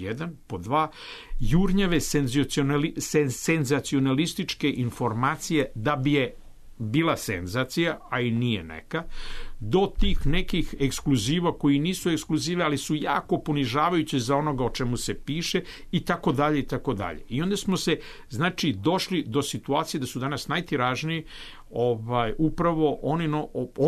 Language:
Serbian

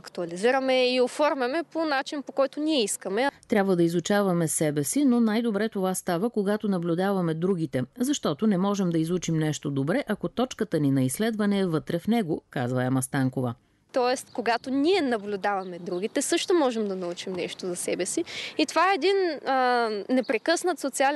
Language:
Bulgarian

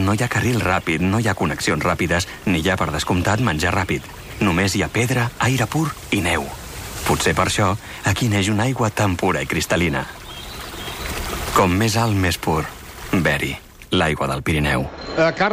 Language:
Catalan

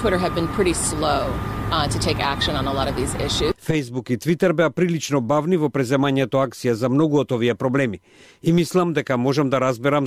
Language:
Macedonian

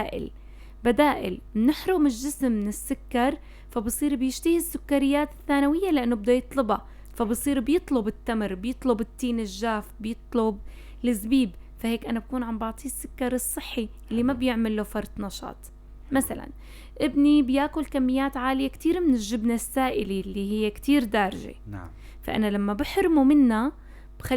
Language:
North Levantine Arabic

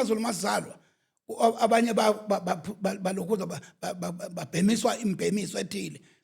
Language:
Zulu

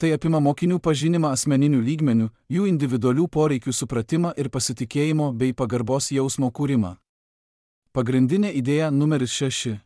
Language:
Lithuanian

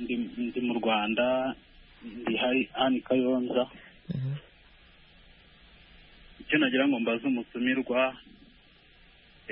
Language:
Kinyarwanda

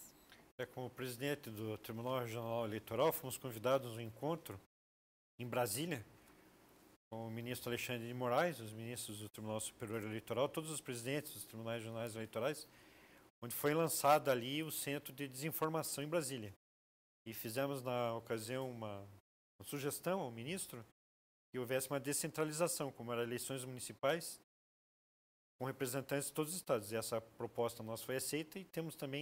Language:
Portuguese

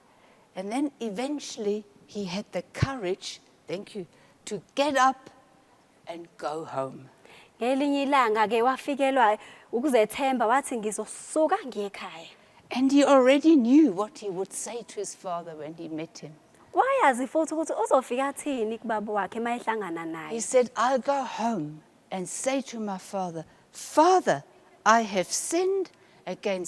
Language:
Zulu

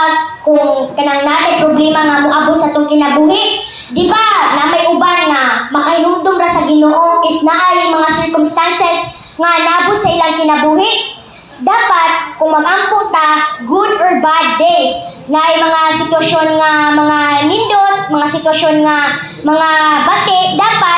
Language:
Cebuano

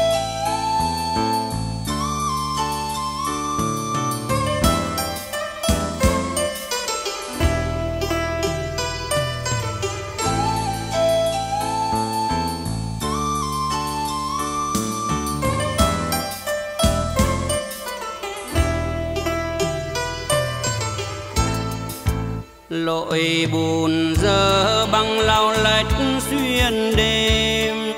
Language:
Vietnamese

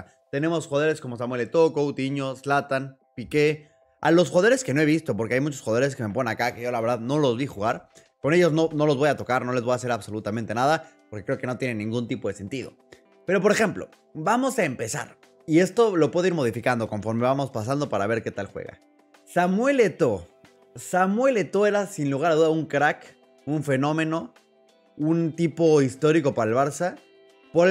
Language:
Spanish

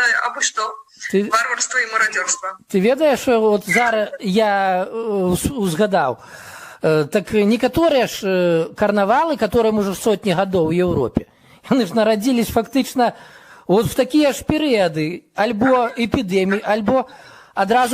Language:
Belarusian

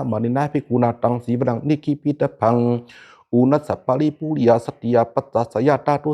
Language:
Pali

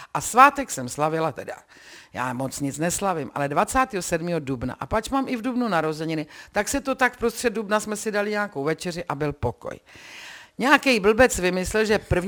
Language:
Czech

